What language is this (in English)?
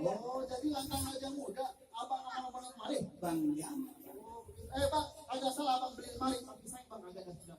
Betawi